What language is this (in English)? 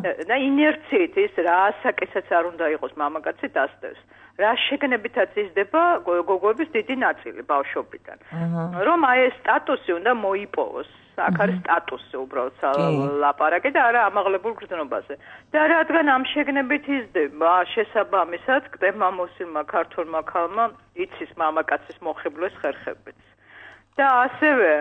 Georgian